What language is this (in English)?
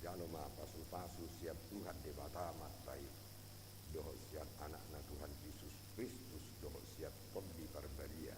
Batak Toba